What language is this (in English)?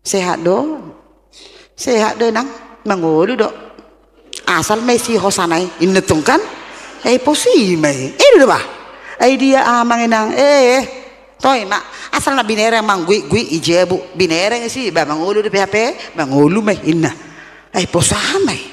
Batak Toba